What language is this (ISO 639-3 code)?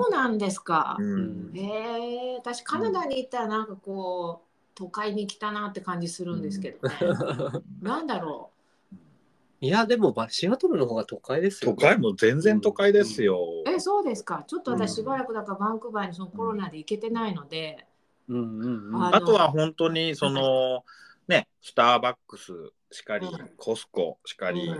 jpn